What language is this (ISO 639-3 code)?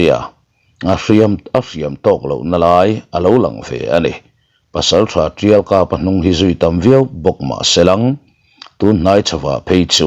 lus